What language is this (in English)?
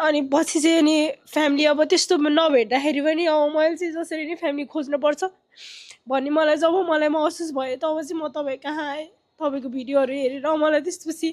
Nepali